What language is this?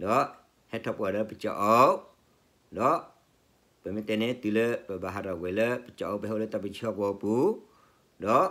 S'gaw Karen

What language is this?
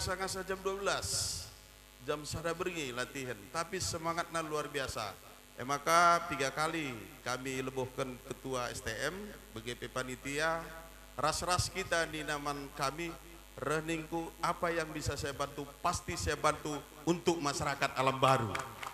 Batak Karo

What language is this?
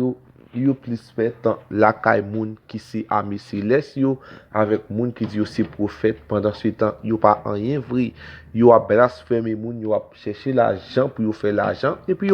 Haitian Creole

